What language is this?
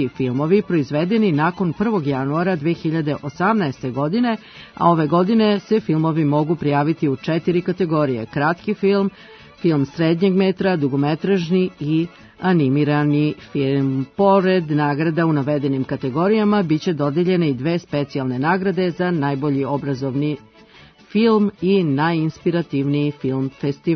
Serbian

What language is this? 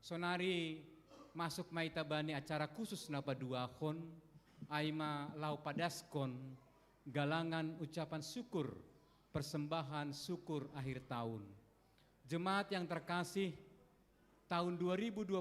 Batak Simalungun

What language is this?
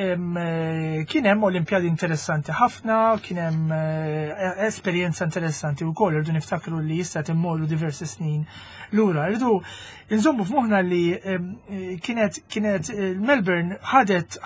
Maltese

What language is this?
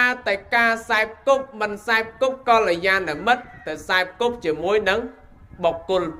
Khmer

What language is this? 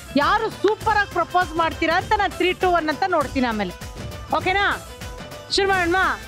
Kannada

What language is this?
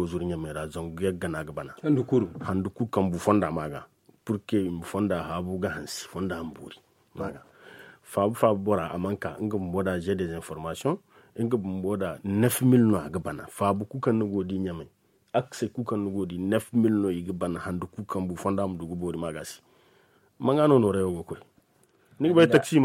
Zarma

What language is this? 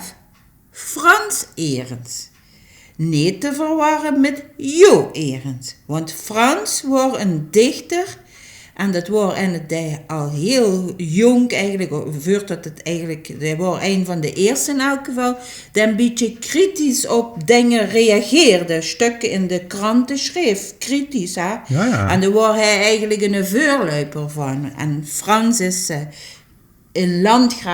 Limburgish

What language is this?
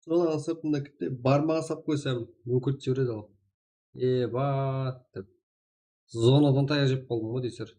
Kara-Kalpak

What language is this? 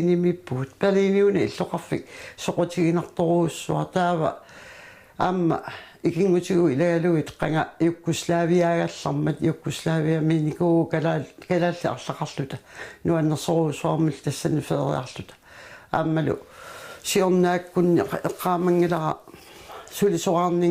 Kalaallisut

